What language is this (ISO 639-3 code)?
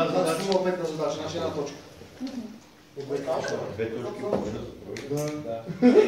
bul